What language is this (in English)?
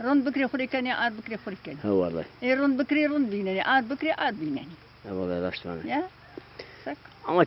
Zaza